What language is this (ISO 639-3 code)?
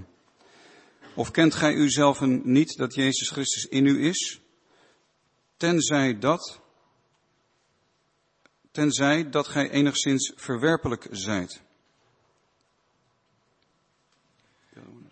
nld